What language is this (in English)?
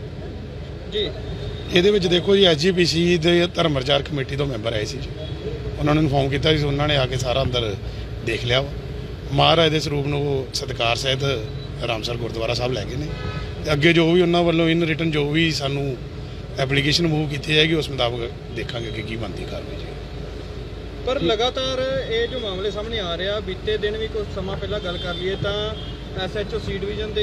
Punjabi